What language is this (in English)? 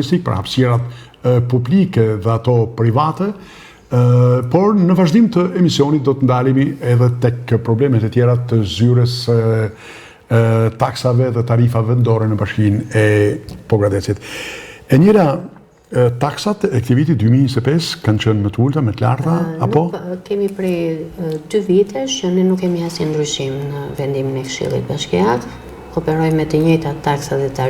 Albanian